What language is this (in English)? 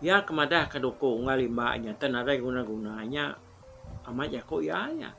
Iban